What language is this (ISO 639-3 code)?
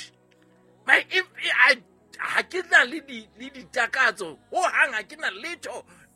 sot